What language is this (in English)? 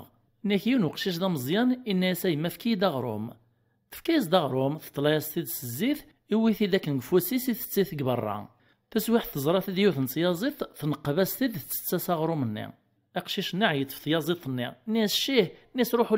Kabyle